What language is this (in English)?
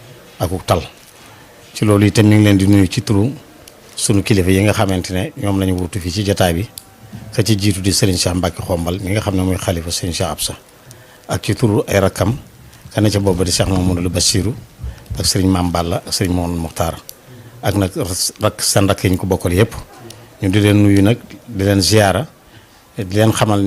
Wolof